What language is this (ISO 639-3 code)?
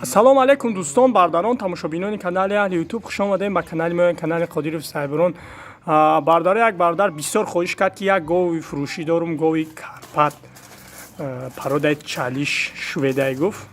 tgk